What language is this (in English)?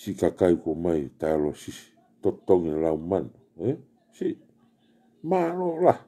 Tongan